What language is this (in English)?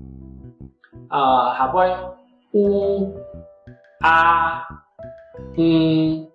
Hakka Chinese